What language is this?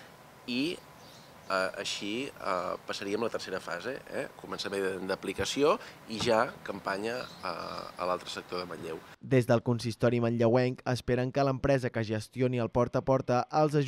Catalan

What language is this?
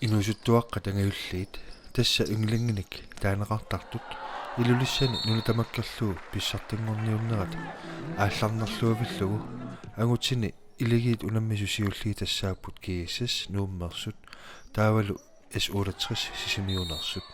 Kalaallisut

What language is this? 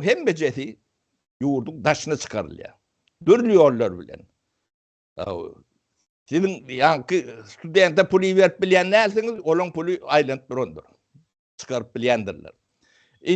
Turkmen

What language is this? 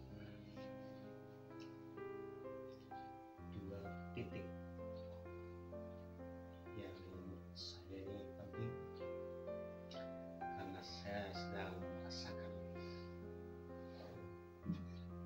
Indonesian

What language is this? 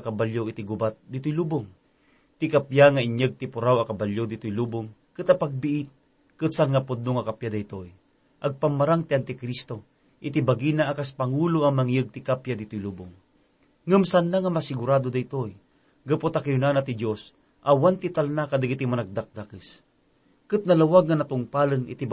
Iloko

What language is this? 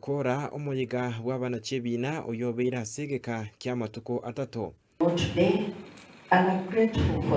Gusii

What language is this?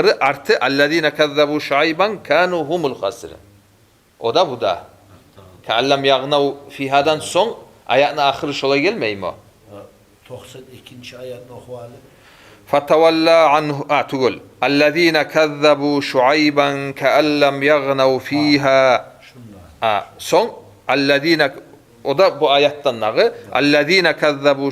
Kumyk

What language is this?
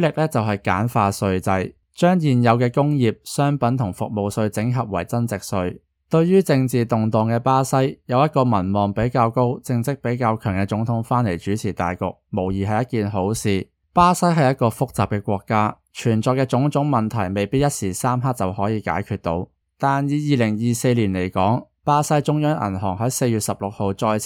Cantonese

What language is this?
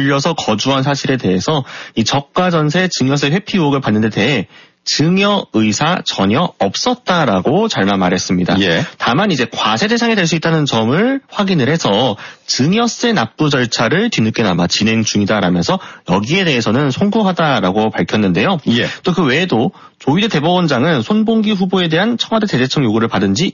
Korean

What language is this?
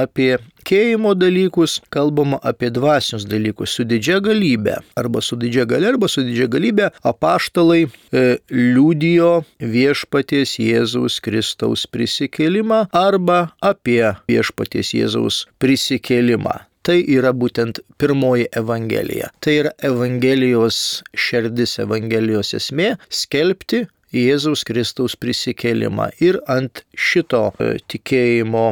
Lithuanian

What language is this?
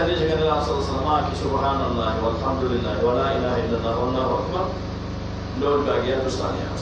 Pular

